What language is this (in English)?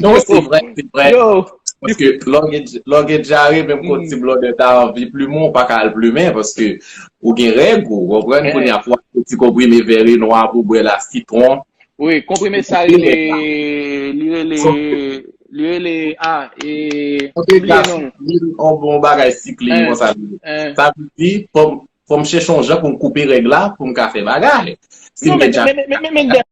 Haitian Creole